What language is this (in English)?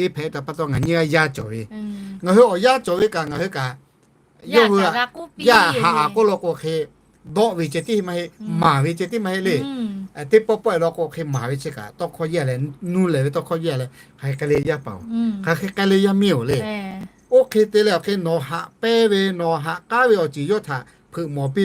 Lahu